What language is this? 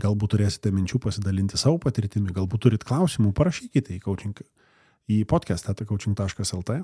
Lithuanian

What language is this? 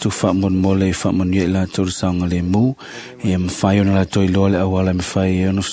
Samoan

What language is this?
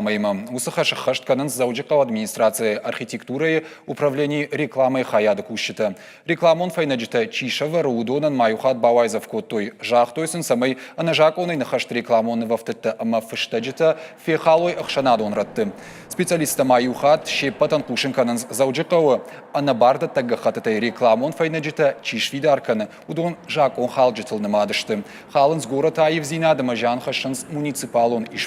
Ossetic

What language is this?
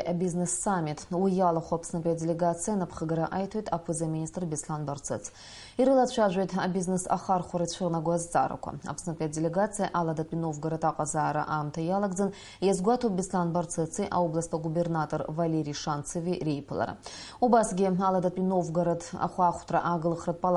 Abkhazian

